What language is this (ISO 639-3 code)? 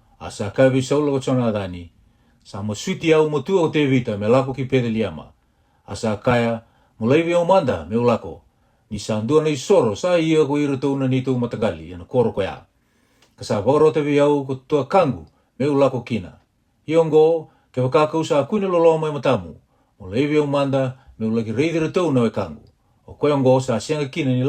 fij